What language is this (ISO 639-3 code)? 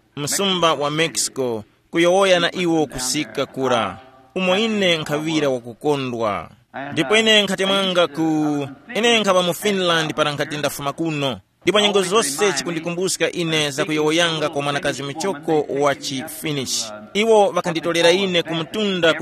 tum